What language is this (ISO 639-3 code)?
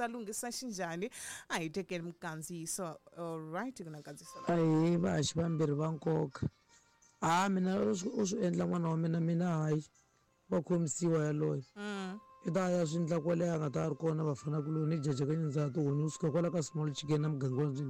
tso